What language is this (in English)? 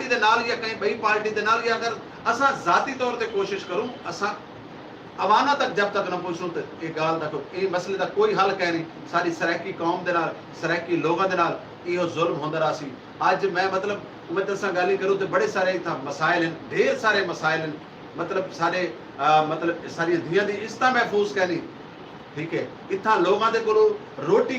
Saraiki